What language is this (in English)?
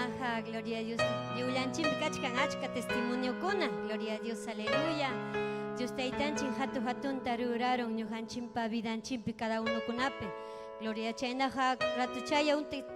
Ayacucho Quechua